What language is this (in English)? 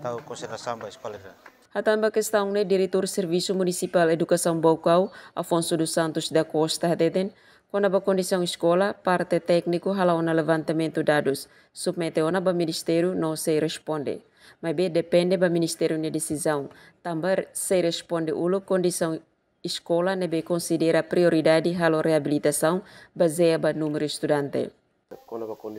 Tetum